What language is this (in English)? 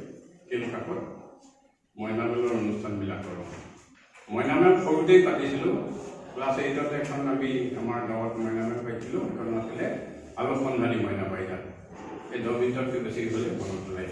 Assamese